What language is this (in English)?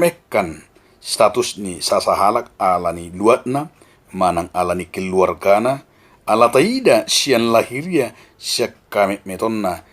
Batak Toba